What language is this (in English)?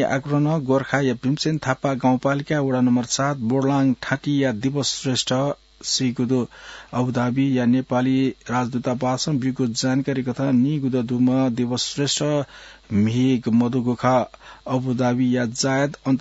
Newari